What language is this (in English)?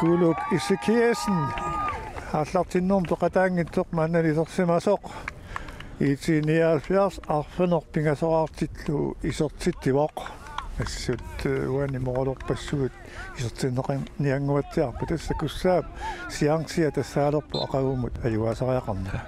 Kalaallisut